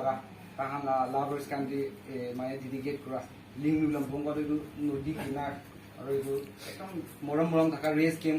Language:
Naga Pidgin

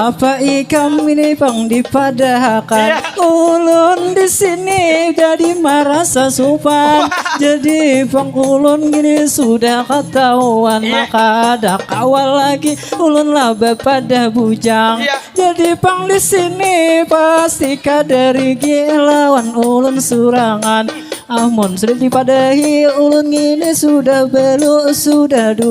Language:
Banjar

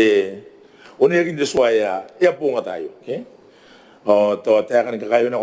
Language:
Gilbertese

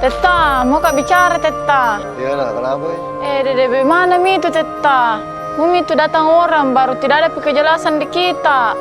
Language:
Makassar Malay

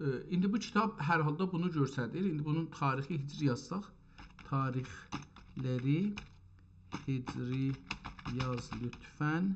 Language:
South Azerbaijani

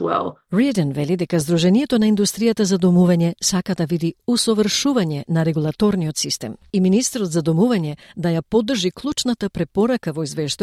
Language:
Macedonian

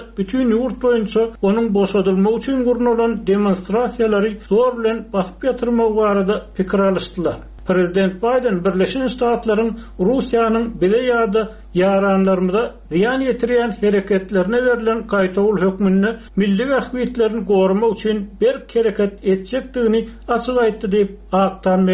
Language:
Turkmen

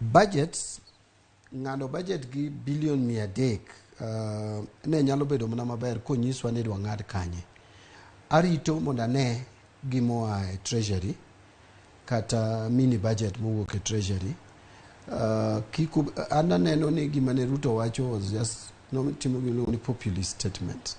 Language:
Luo (Kenya and Tanzania)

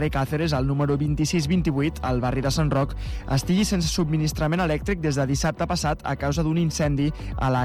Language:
Catalan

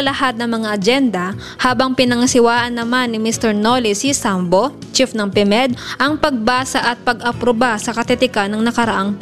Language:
Filipino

